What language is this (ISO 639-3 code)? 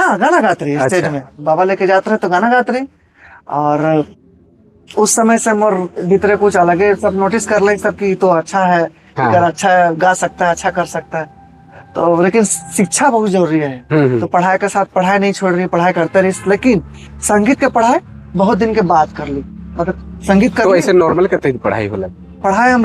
sck